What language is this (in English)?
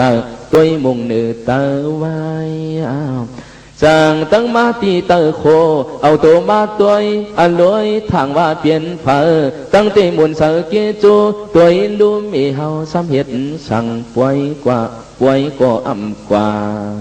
Shan